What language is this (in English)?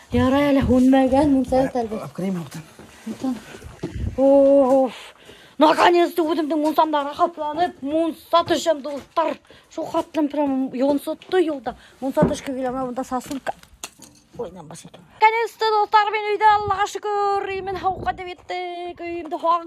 Bashkir